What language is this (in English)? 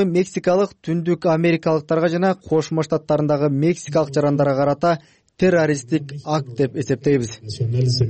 Kyrgyz